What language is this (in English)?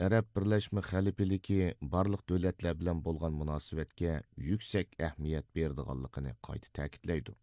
Uyghur